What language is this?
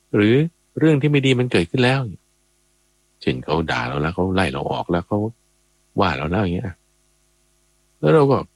Thai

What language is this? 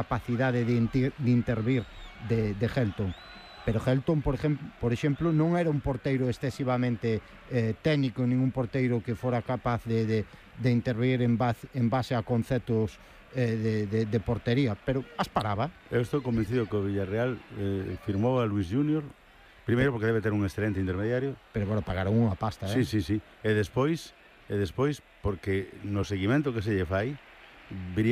Galician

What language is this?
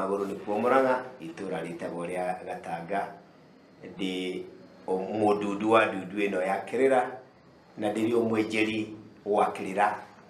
Kikuyu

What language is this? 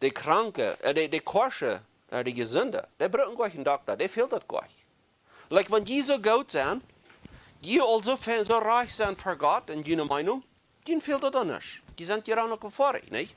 Plautdietsch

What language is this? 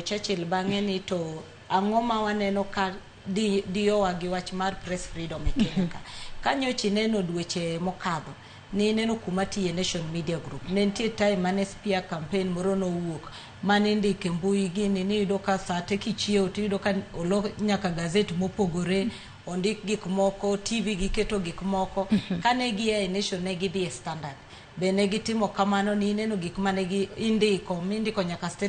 Luo (Kenya and Tanzania)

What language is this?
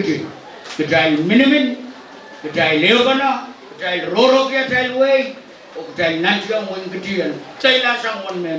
Pohnpeian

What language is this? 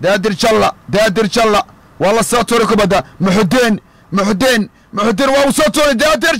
Somali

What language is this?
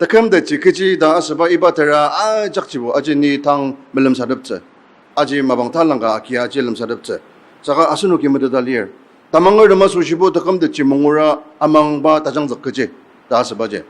Ao Naga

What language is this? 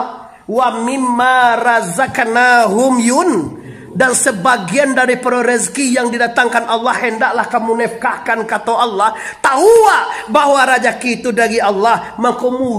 Minangkabau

